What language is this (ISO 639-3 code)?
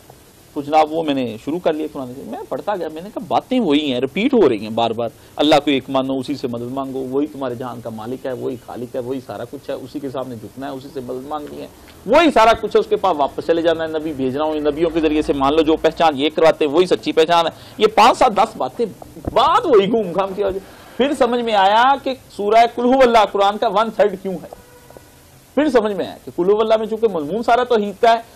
urd